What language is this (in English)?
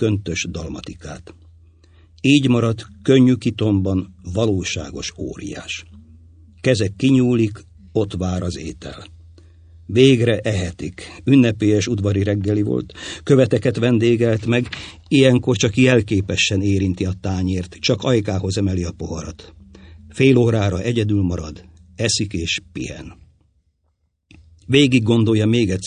Hungarian